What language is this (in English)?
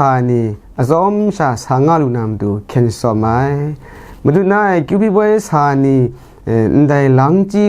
Kachin